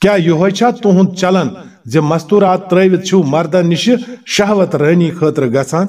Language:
Kashmiri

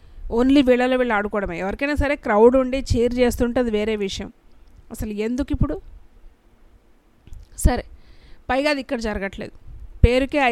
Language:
Telugu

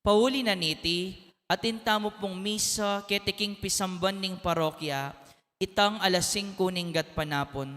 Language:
Pampanga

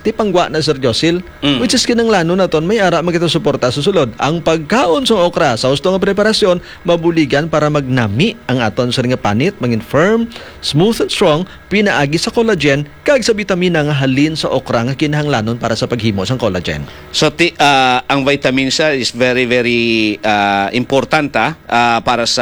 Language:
Hiligaynon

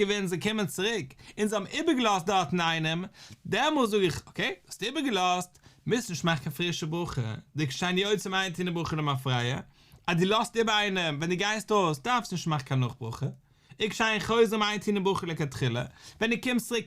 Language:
Yiddish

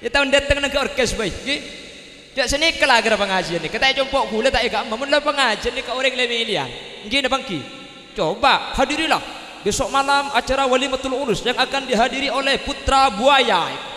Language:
Madurese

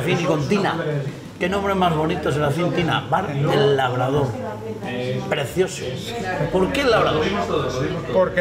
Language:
Spanish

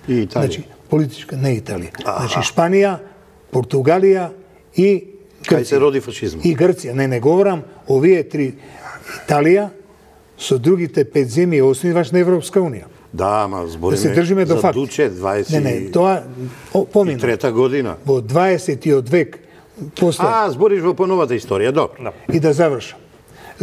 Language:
Macedonian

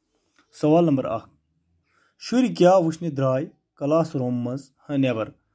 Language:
Kashmiri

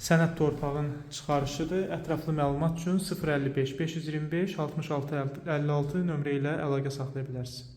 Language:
Azerbaijani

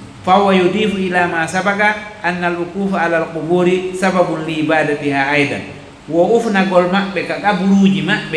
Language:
Fula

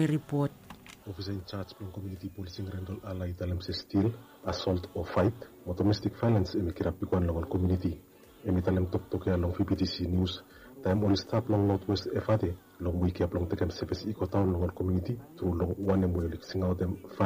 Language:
Bislama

